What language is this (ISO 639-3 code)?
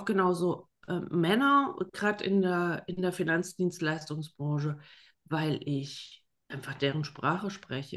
deu